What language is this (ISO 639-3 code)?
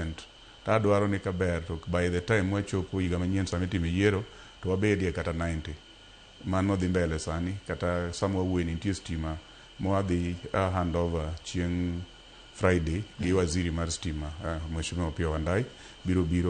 luo